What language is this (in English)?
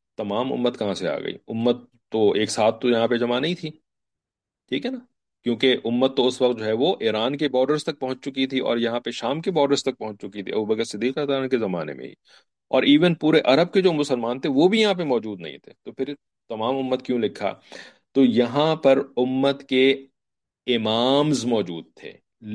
Urdu